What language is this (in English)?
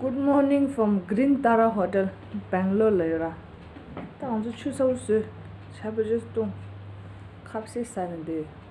Tibetan